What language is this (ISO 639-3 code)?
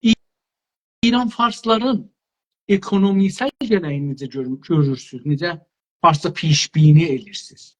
azb